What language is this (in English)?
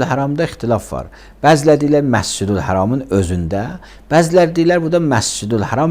Azerbaijani